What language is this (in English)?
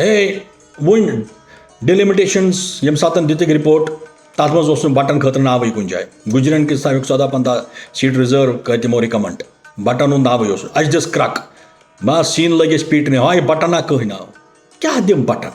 Kashmiri